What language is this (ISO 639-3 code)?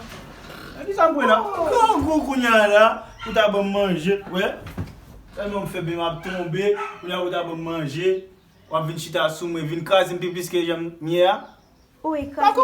hat